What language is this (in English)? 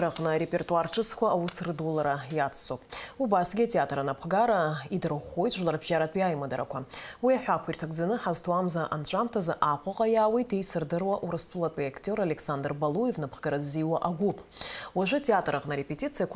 Abkhazian